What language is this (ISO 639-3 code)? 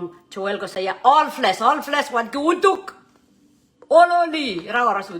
pon